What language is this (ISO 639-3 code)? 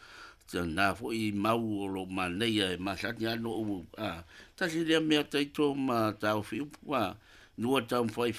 smo